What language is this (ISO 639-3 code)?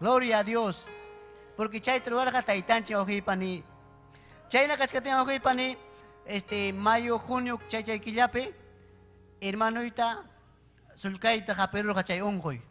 quy